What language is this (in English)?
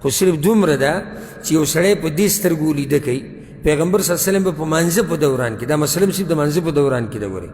Pashto